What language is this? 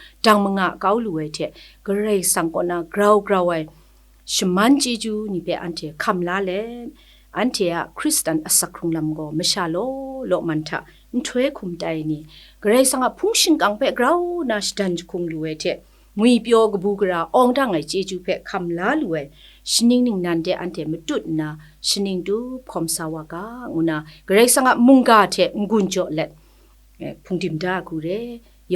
Kachin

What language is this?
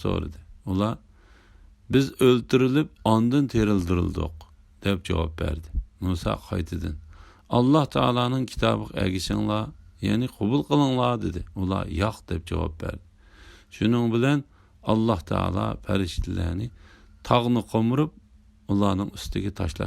Uyghur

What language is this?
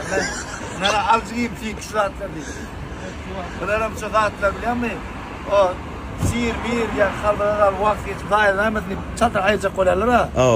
Turkmen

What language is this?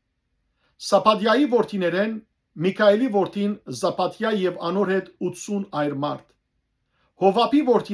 Western Armenian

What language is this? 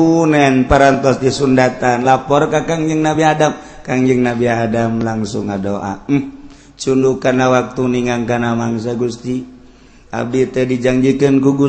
Sundanese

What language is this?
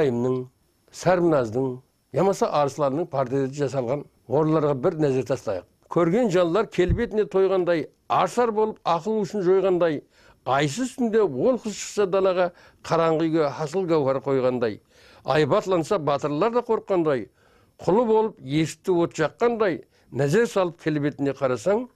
Kara-Kalpak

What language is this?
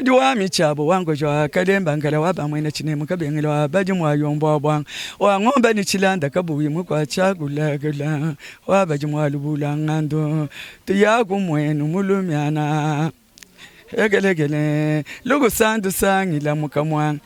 Luba-Lulua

